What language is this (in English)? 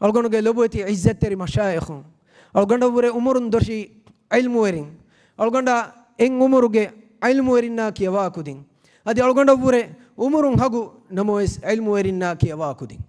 Divehi